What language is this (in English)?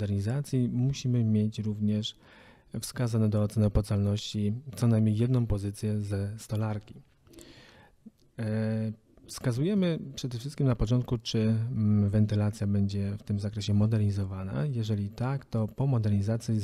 Polish